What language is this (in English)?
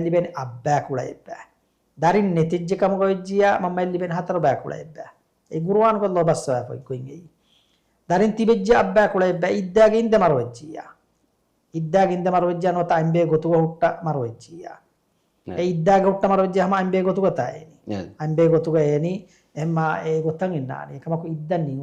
Divehi